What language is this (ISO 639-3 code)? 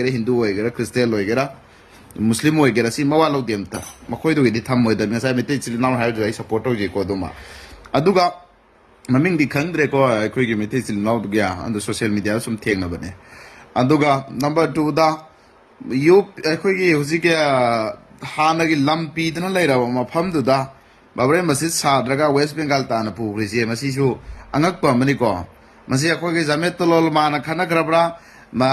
mni